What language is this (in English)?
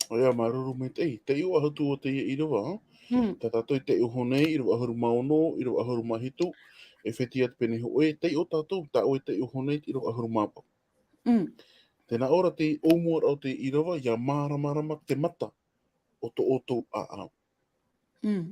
Tahitian